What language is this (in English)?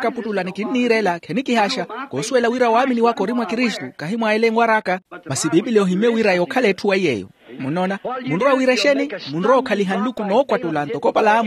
Makhuwa